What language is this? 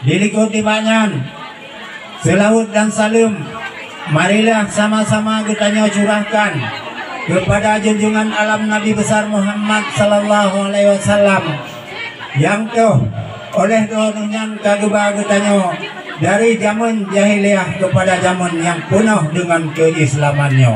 Achinese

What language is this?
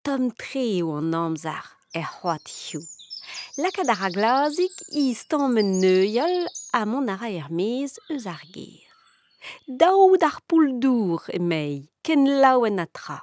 Breton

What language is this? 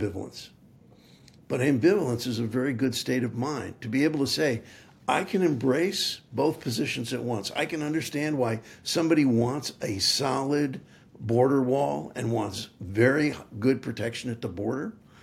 English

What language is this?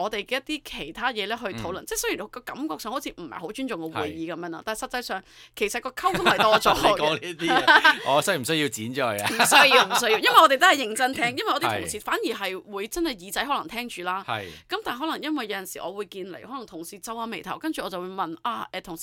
Cantonese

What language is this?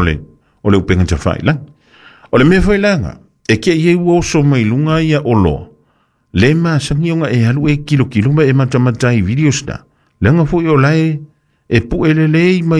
Samoan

